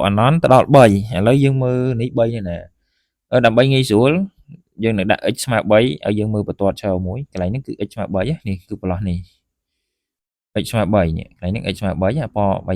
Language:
Khmer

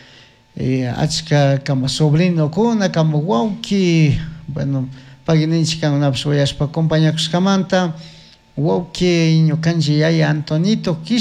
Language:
Chimborazo Highland Quichua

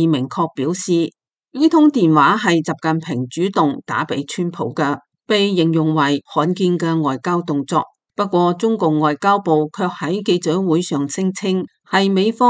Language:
Cantonese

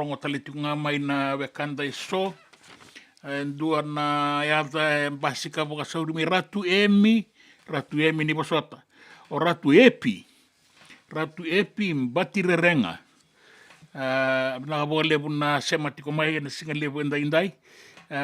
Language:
Fijian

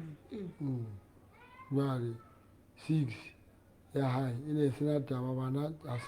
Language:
Southern Sotho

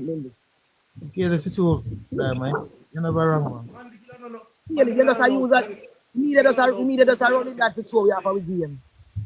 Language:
Jamaican Creole English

